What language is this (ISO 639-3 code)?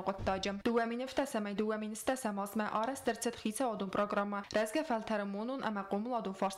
oss